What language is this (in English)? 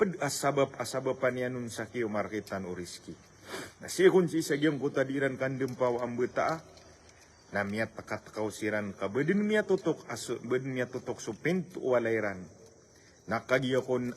Maranao